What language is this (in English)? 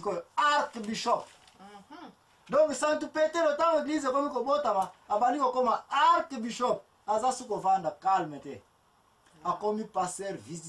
Lingala